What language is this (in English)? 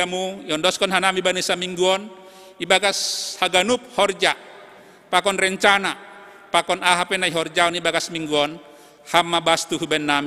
Batak Simalungun